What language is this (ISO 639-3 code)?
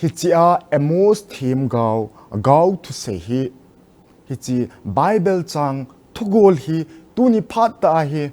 tcz